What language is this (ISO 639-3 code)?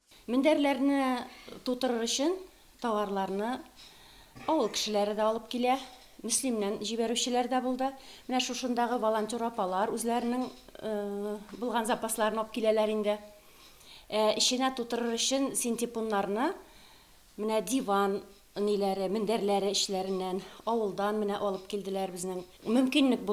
tat